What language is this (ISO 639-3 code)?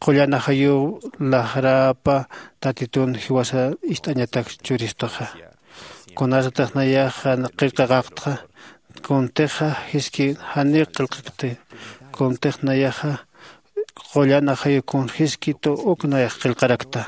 aym